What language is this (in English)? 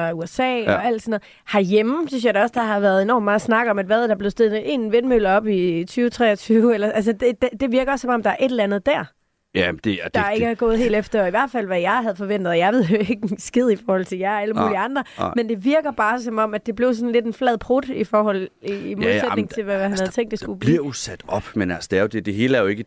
Danish